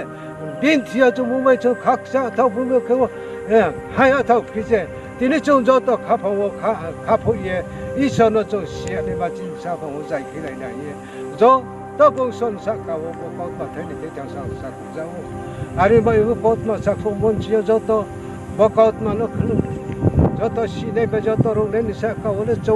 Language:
Riang (India)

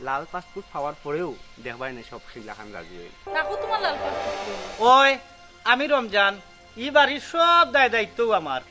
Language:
Sylheti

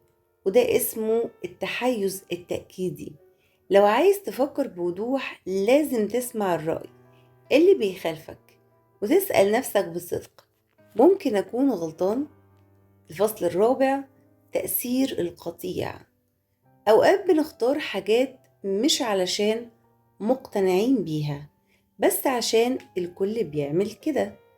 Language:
Egyptian Arabic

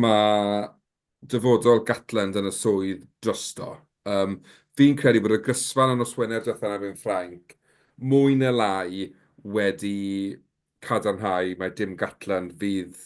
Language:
Welsh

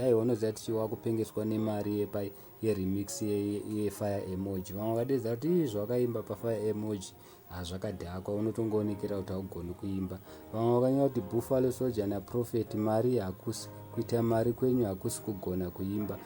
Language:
Shona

